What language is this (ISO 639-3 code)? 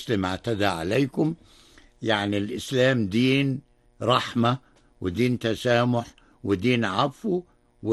ara